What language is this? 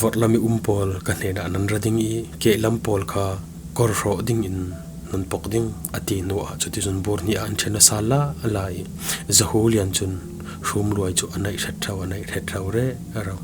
Falam Chin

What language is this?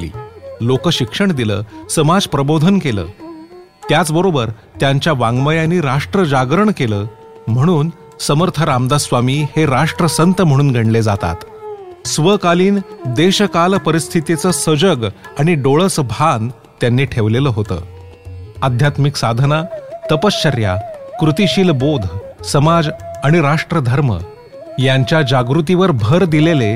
Marathi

